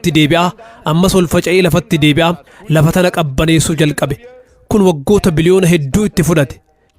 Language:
Oromo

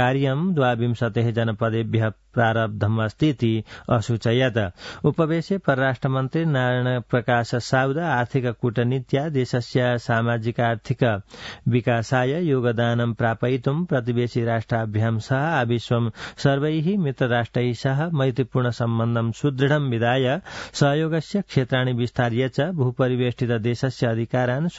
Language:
Sanskrit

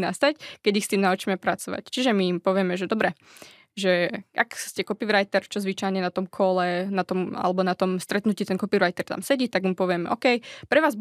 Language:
Slovak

